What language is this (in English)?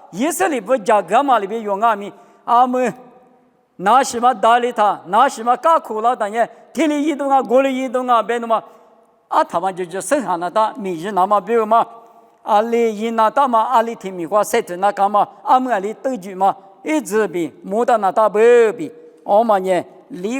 Lisu